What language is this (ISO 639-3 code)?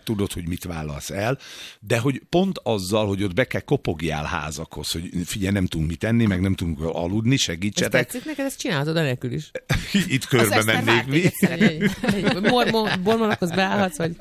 hun